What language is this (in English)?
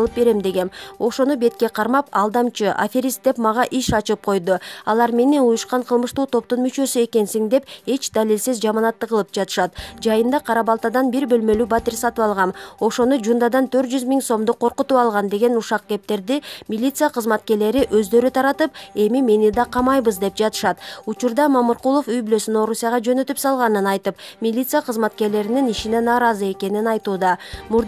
Kyrgyz